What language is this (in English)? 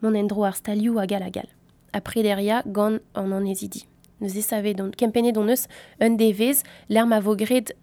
Breton